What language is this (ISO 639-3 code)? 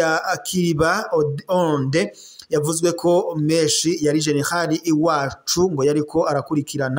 run